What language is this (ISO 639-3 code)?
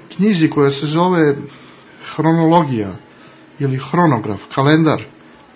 srp